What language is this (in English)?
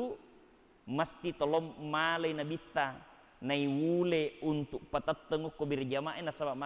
Buginese